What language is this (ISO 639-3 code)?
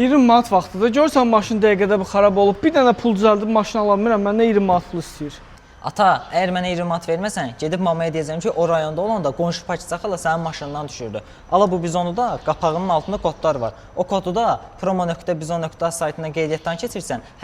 aze